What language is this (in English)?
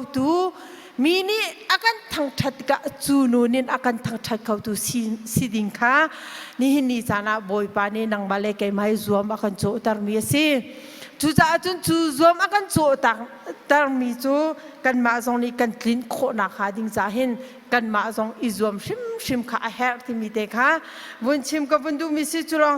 Hakha Chin